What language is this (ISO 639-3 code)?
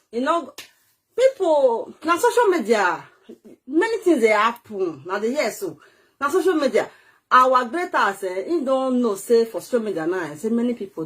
pcm